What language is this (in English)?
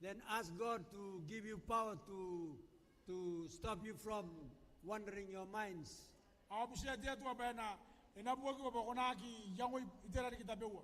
Gilbertese